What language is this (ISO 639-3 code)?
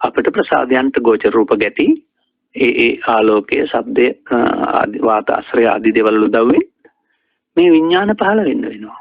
sin